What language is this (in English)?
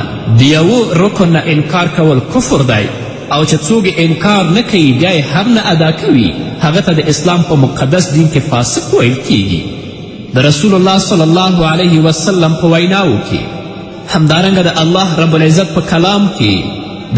Pashto